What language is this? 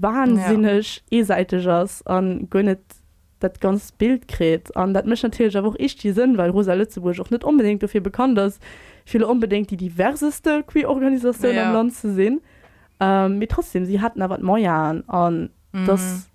Luxembourgish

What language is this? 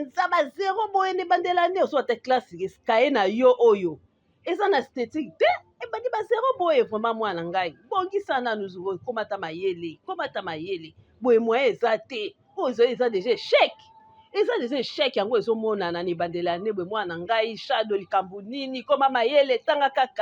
Lingala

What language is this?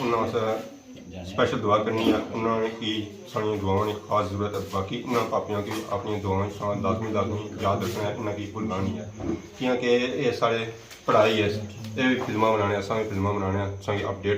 Pahari-Potwari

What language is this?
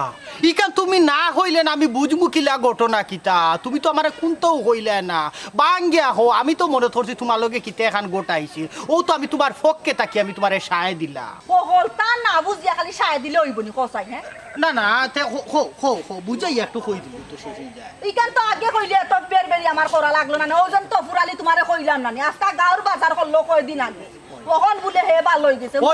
Sylheti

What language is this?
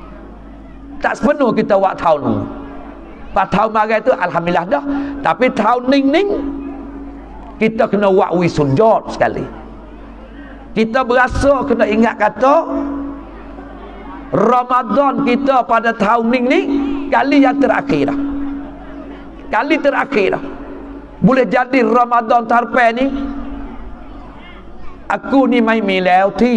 Pattani Malay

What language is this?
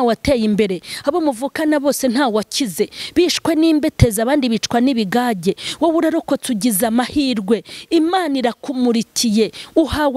Kinyarwanda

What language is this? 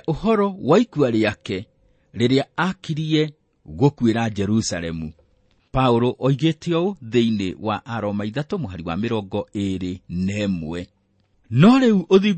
Kikuyu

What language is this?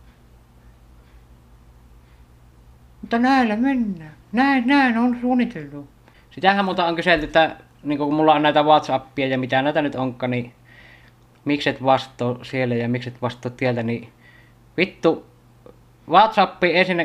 Finnish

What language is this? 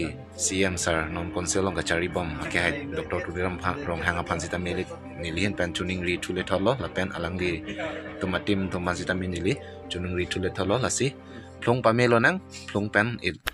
Karbi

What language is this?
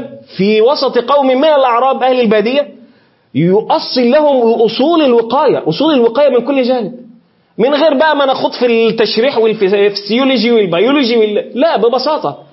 Egyptian Arabic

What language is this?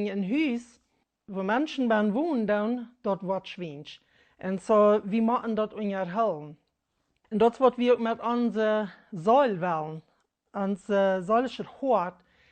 Plautdietsch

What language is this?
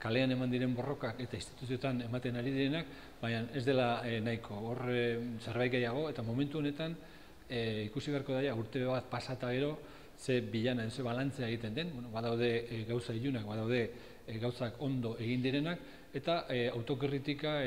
Basque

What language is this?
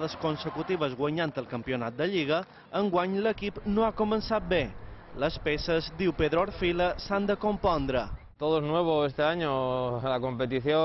Catalan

